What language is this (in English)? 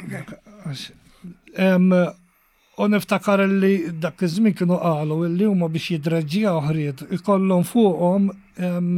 Maltese